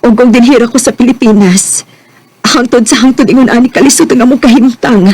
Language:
Cebuano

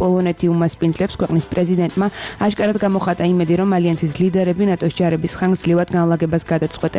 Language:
Georgian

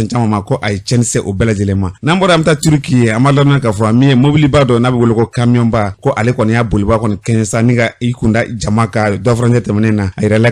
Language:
Bambara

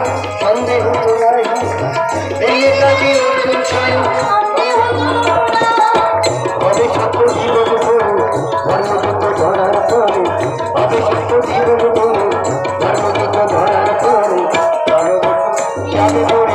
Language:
Bangla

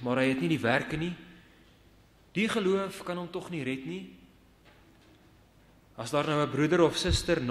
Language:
Afrikaans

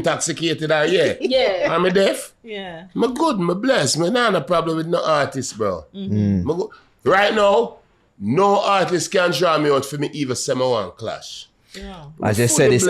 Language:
Jamaican Creole English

